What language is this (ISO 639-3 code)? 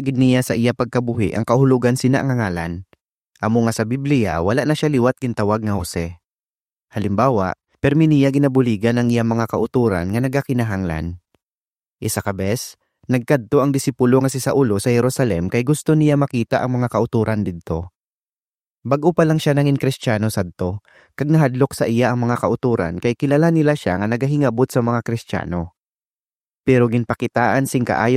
hil